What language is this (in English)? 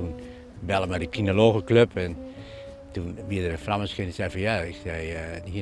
Western Frisian